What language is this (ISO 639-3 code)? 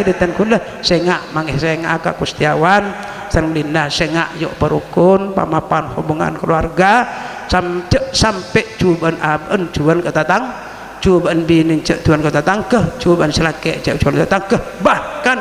mad